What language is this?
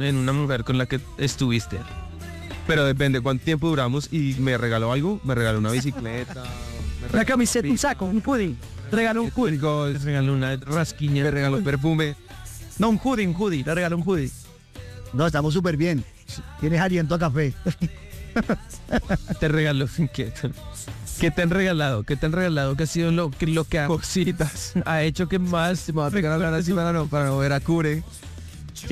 Spanish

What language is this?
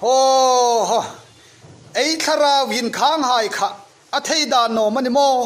Hmar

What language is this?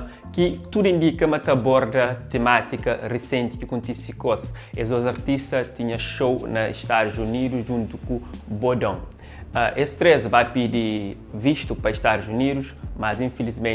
Kabuverdianu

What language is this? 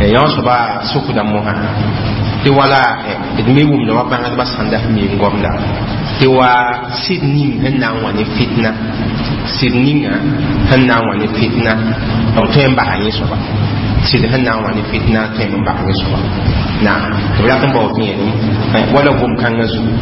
Mossi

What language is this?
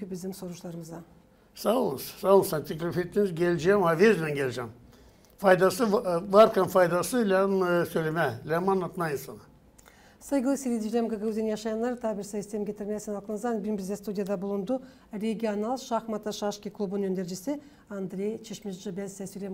Gagauz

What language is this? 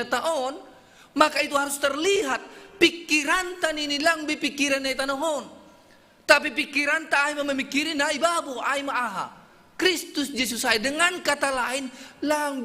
Batak Simalungun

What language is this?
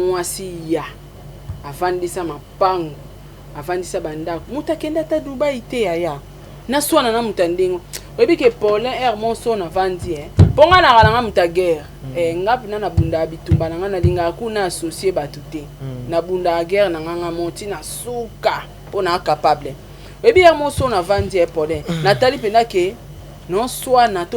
Lingala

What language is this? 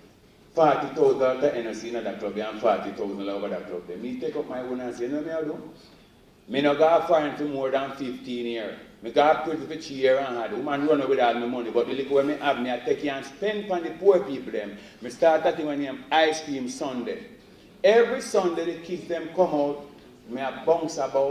Jamaican Creole English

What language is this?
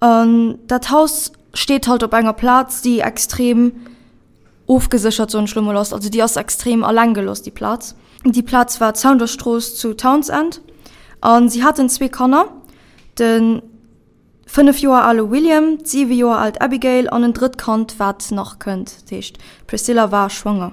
Luxembourgish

